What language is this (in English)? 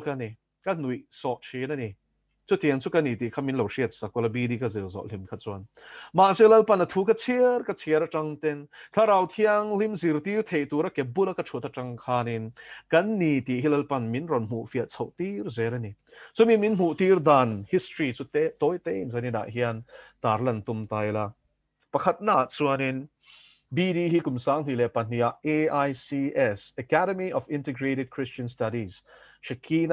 Mizo